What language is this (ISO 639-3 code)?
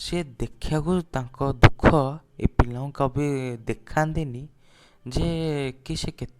ori